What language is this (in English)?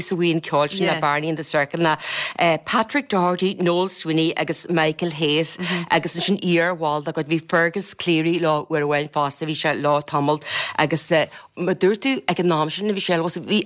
Irish